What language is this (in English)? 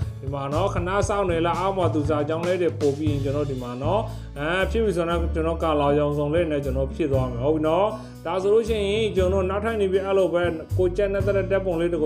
Burmese